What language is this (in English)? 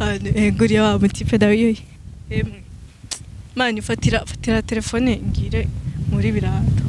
Rundi